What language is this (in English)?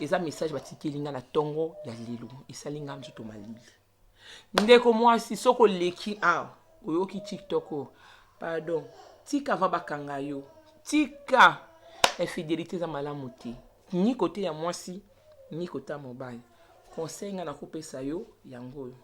Lingala